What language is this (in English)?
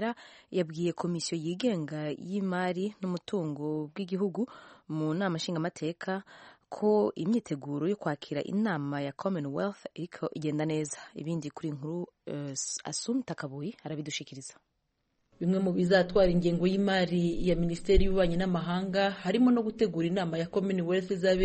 Kinyarwanda